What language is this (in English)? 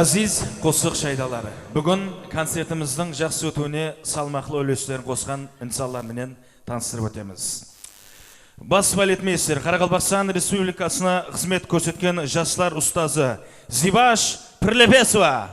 Kara-Kalpak